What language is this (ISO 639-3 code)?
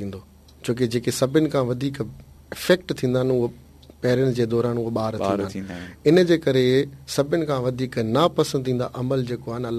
snd